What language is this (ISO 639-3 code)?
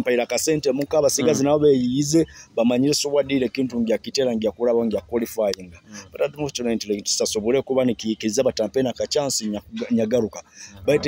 nyo